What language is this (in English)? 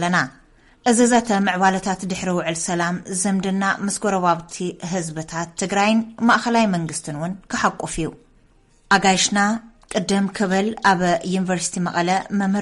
Tigrinya